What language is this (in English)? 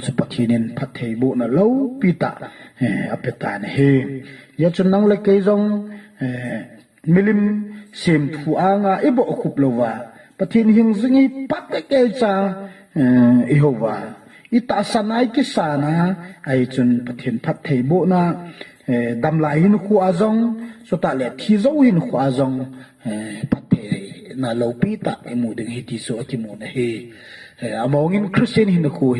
Thado Chin